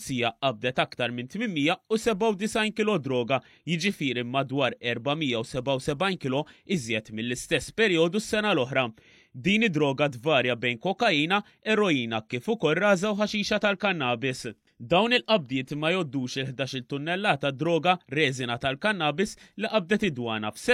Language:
Maltese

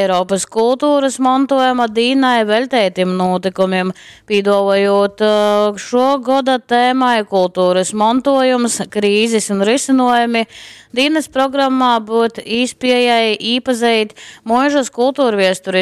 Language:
Latgalian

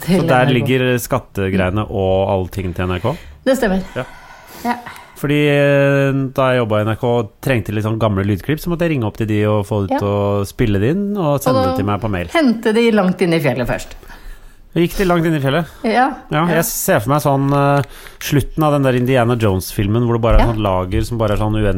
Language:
Norwegian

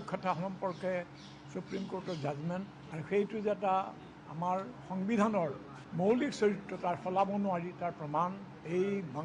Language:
Assamese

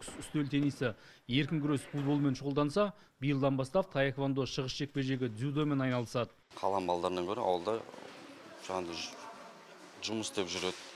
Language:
Kazakh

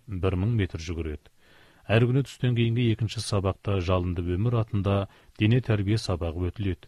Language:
Kazakh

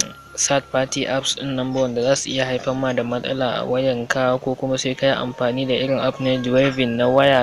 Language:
Hausa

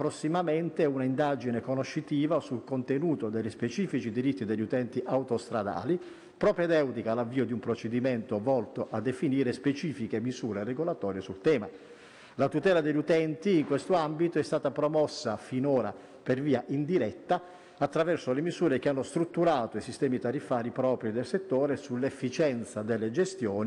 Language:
Italian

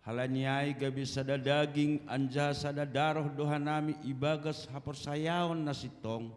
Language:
Batak Simalungun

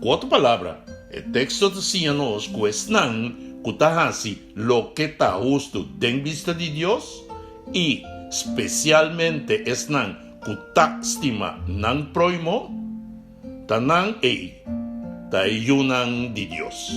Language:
Papiamento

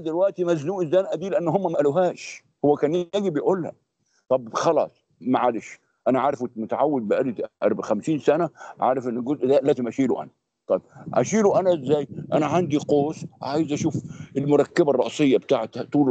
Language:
Egyptian Arabic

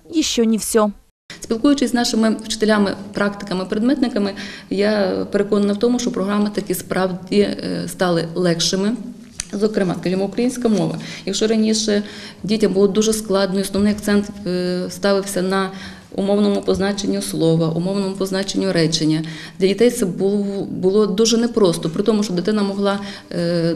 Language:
Ukrainian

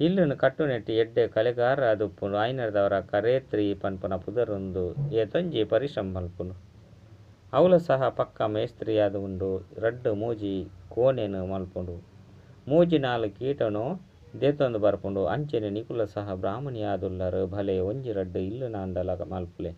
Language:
Tulu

